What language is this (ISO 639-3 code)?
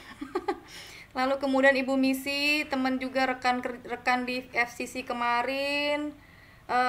ind